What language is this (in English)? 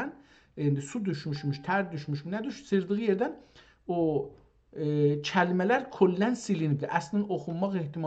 South Azerbaijani